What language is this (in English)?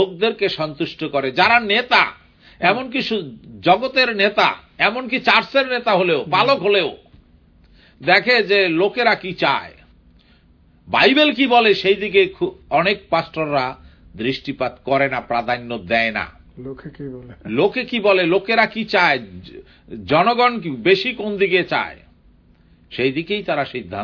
Bangla